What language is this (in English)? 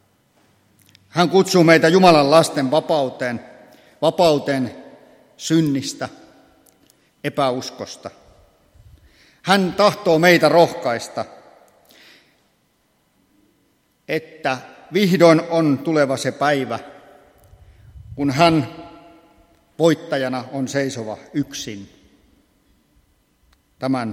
Finnish